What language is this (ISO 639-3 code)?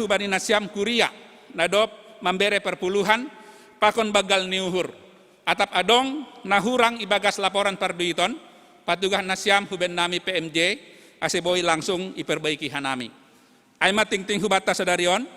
bts